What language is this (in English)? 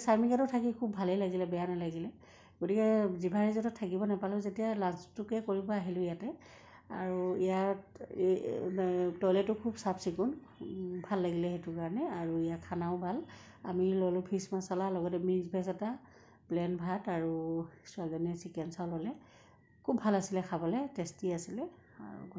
Assamese